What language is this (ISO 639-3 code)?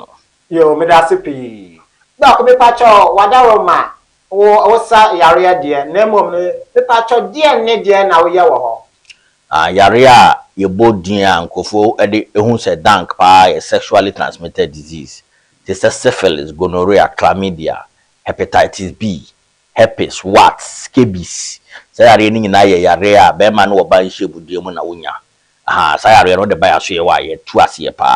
aka